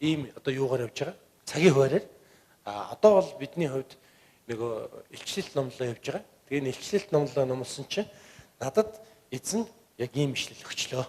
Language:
Mongolian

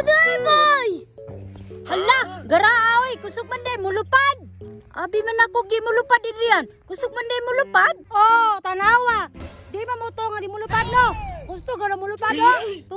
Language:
Cebuano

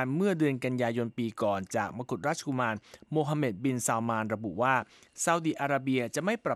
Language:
Thai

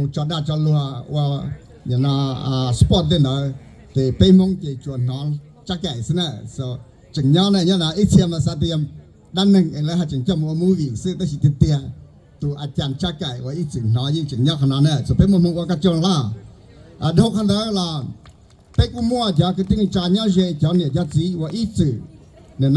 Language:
Hmong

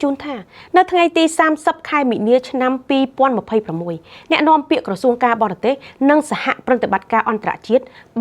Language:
Khmer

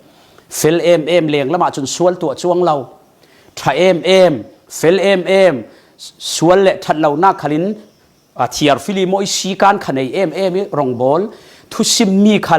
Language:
Falam Chin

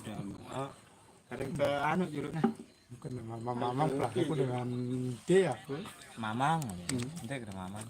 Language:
Sasak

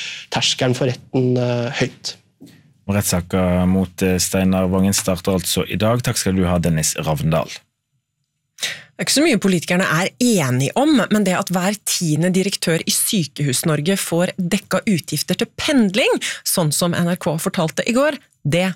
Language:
Norwegian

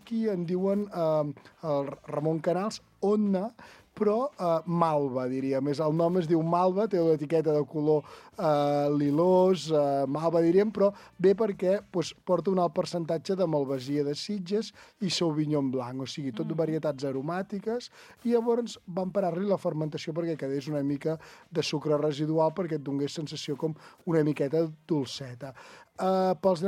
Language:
Catalan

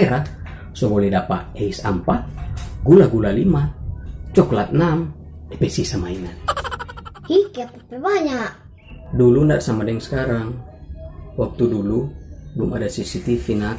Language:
Manado Malay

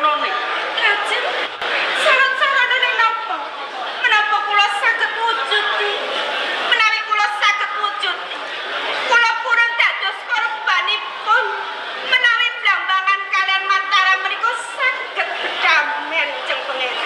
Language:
Javanese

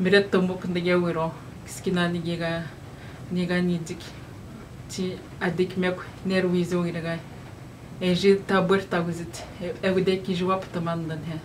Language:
Atikamekw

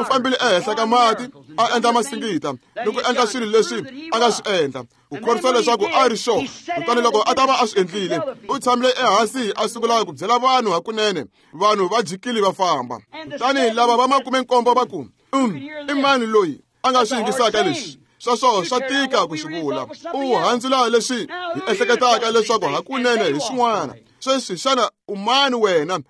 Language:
Tsonga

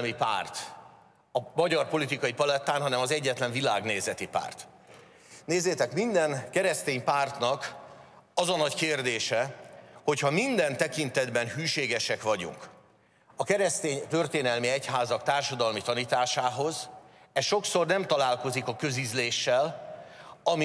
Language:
Hungarian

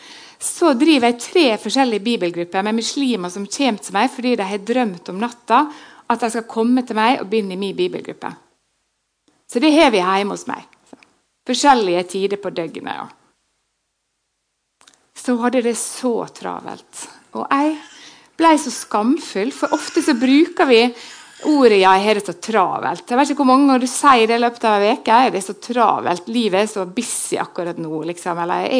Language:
Norwegian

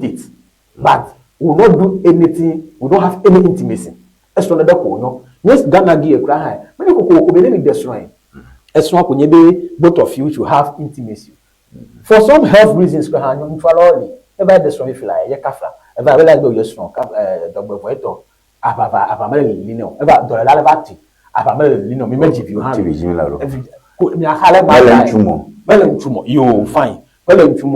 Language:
Ewe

